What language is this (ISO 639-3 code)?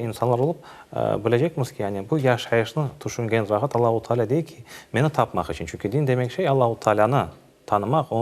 crh